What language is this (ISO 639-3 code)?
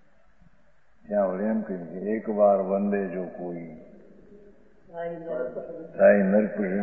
guj